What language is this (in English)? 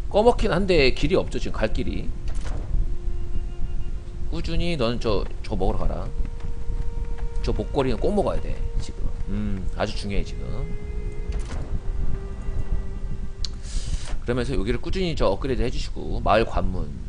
Korean